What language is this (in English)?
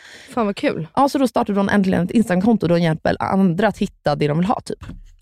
Swedish